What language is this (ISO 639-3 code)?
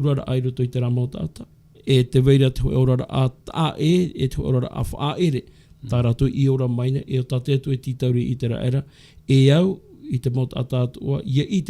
tah